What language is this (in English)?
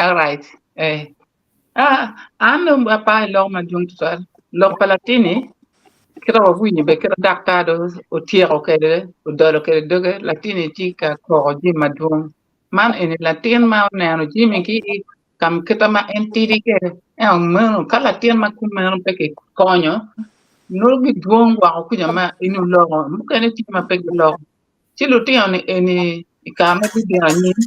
Acoli